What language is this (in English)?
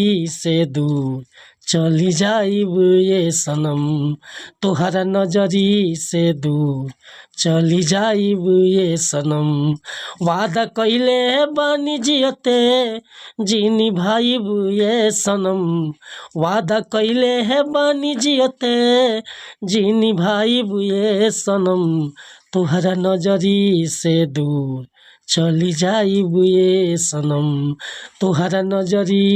Bhojpuri